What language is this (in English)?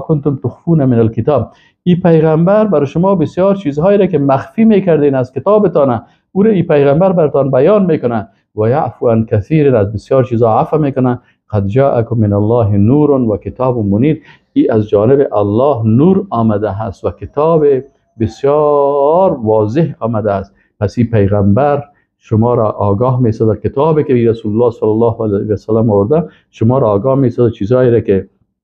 Persian